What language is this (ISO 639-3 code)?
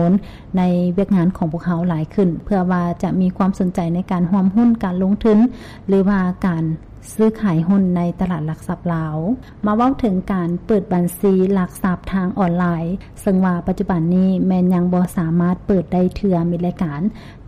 lao